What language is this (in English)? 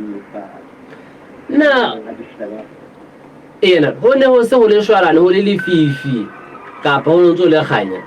Southern Sotho